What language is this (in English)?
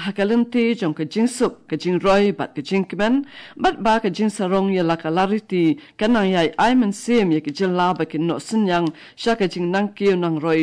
Khasi